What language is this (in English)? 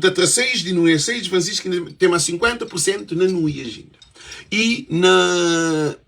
Kabuverdianu